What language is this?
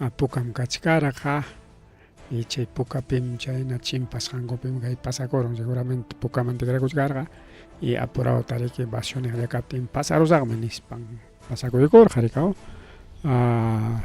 Ayacucho Quechua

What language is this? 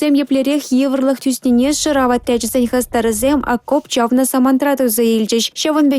Chuvash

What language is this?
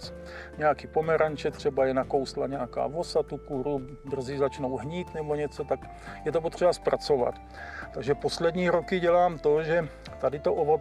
Czech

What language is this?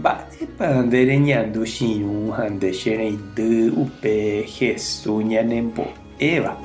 Guarani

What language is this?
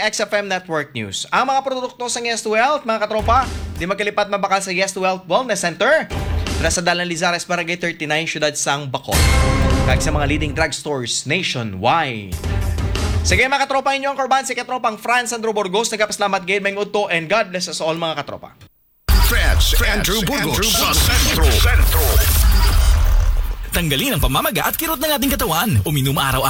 Hiligaynon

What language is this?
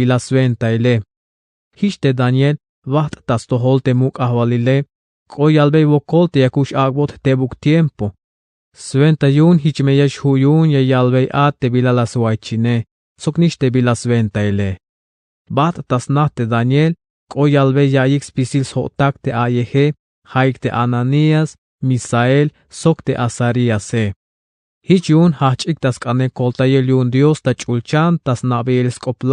Tzeltal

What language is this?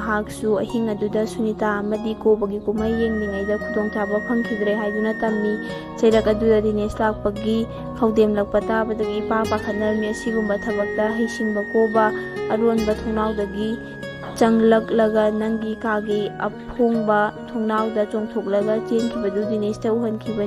Manipuri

